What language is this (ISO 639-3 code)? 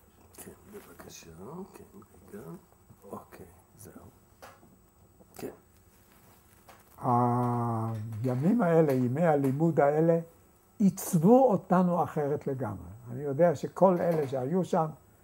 heb